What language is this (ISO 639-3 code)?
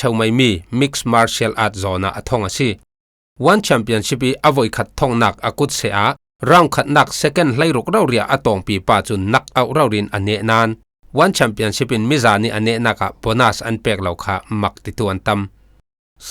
cfm